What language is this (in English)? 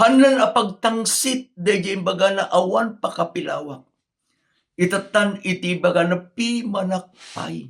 Iloko